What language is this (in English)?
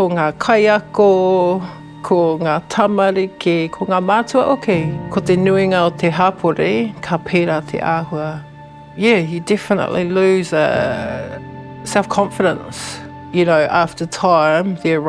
Māori